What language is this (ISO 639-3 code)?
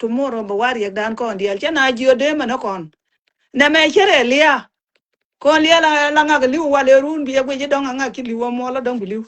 nus